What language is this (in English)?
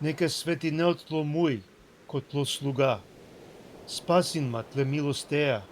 Balkan Romani